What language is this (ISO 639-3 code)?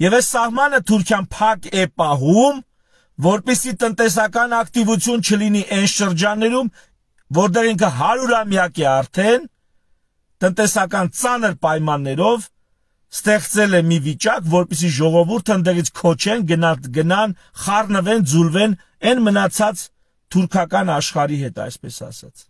hye